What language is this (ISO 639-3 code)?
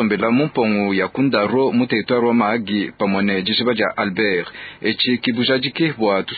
lua